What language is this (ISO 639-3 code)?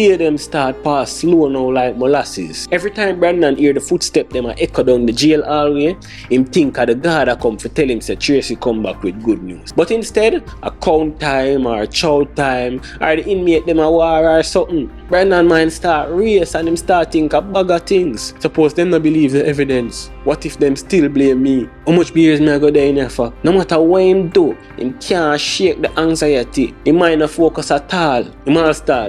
jam